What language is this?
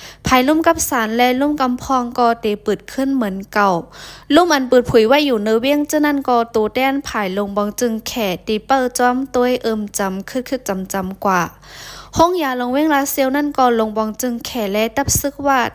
Shan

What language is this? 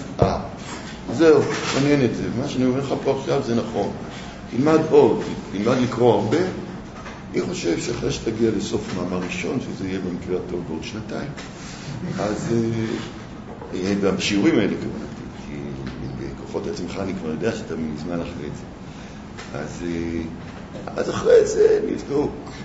Hebrew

